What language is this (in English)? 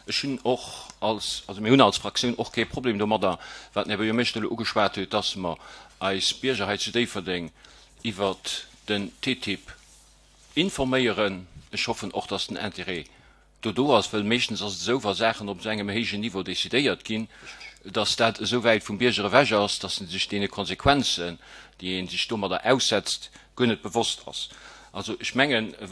Luxembourgish